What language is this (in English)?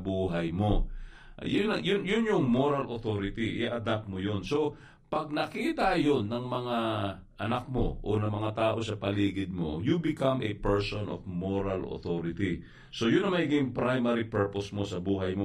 Filipino